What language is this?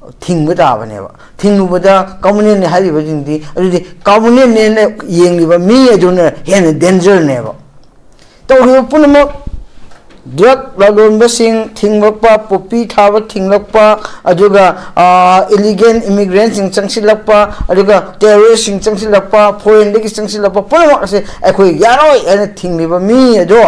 Manipuri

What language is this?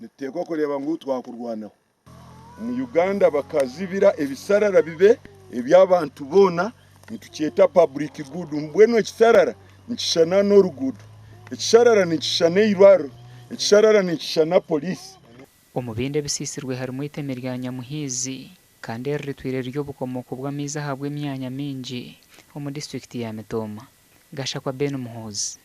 Nyankole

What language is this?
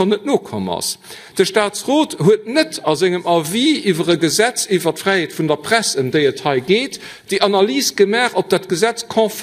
Luxembourgish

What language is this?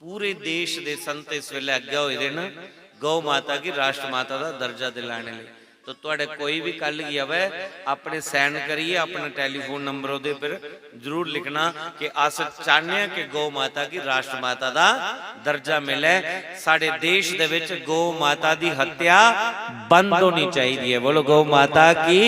Dogri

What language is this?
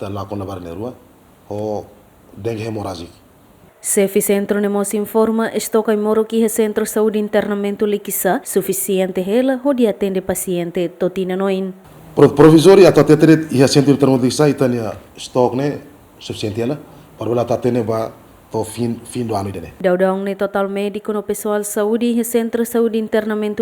Tetum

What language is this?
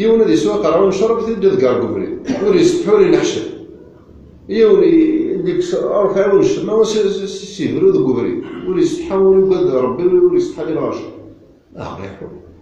Kabyle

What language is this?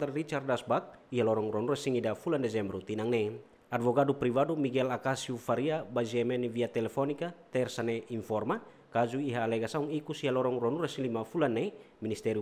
Tetum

